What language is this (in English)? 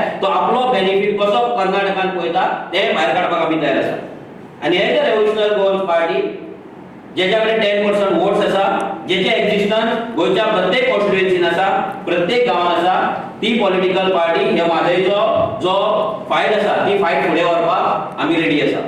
Konkani